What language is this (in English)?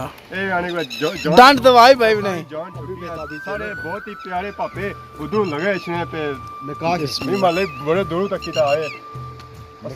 Pahari-Potwari